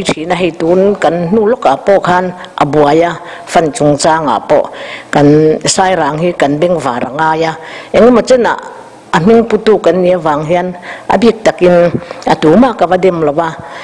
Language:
Mizo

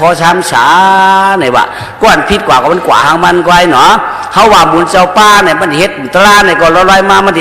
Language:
Shan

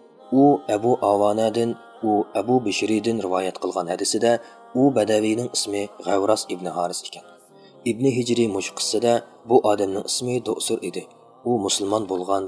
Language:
Uyghur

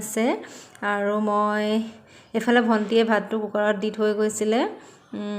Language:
Assamese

